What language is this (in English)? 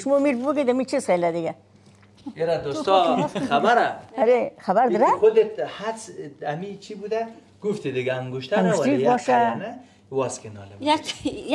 Persian